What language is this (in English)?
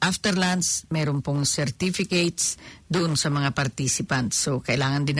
Filipino